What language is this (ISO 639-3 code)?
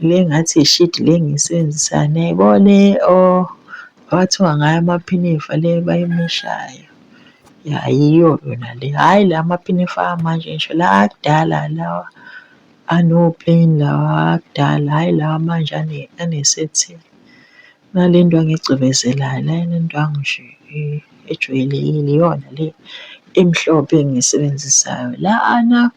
zul